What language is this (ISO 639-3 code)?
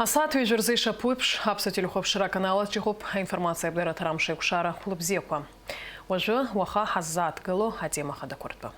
abk